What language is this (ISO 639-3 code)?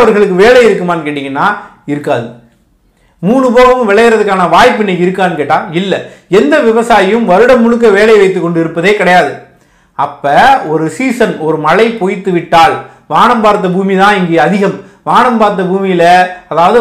tam